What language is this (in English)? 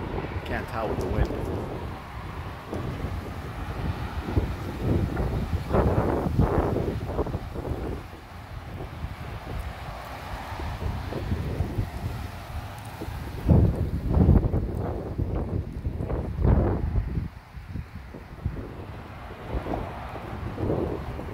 English